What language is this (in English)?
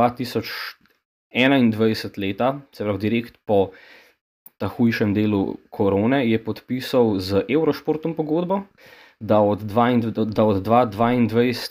Slovenian